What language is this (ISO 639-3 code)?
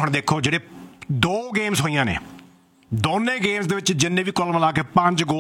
pan